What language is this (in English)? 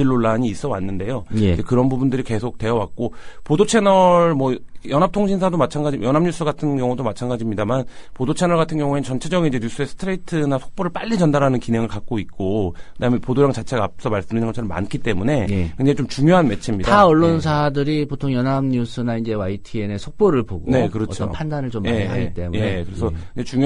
Korean